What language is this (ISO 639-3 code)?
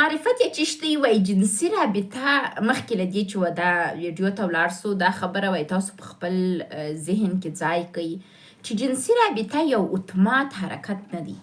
pus